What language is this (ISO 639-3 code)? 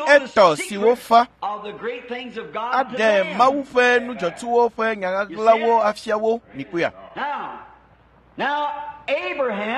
ewe